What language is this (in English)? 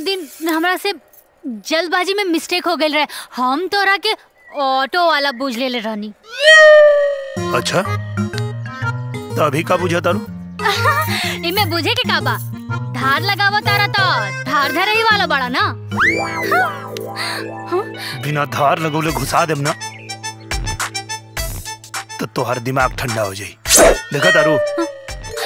Bhojpuri